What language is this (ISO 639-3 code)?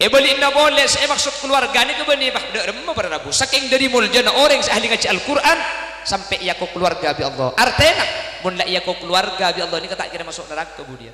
mad